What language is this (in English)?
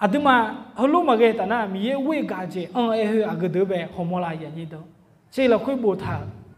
Akha